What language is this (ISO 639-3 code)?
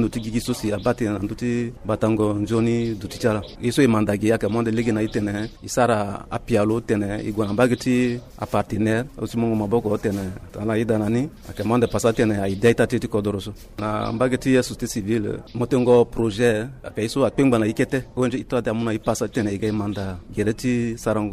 sag